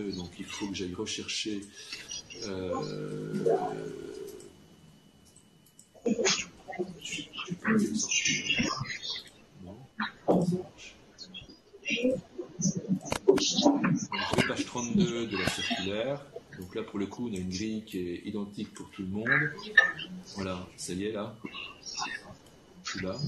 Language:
French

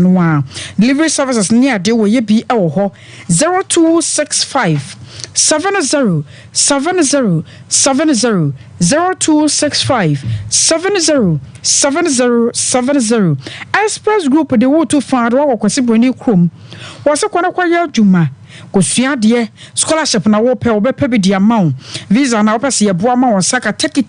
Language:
Akan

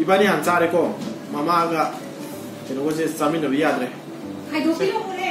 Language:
Manipuri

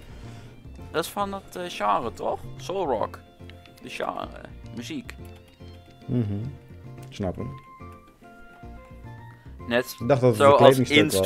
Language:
Dutch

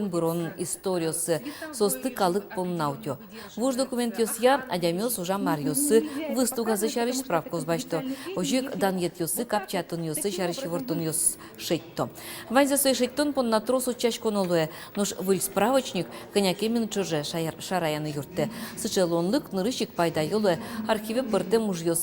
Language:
Udmurt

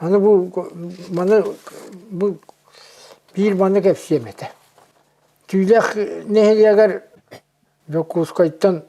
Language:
Yakut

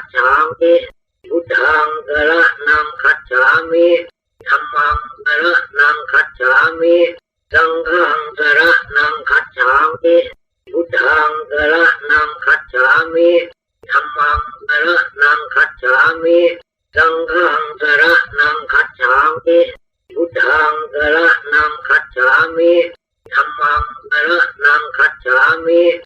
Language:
Pali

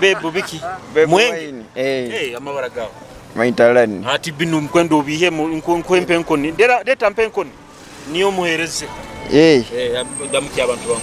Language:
Nyoro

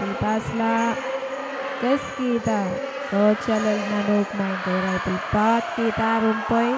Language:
Pohnpeian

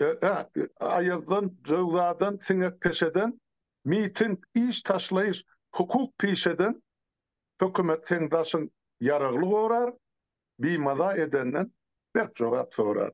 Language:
Turkmen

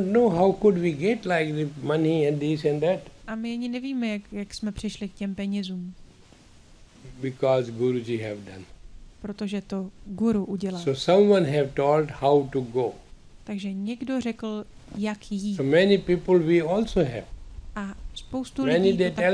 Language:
Czech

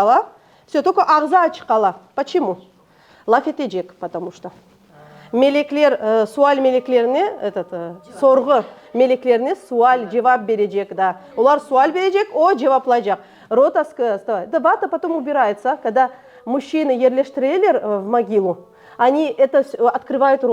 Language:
Crimean Tatar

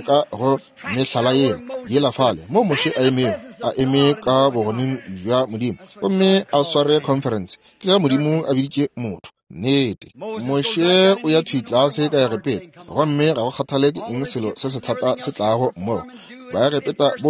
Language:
Northern Sotho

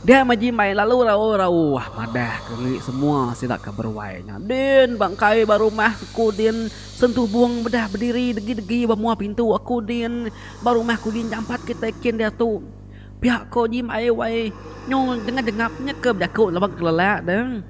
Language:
Iban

